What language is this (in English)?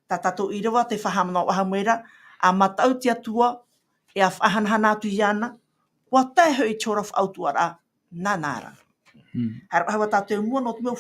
Tahitian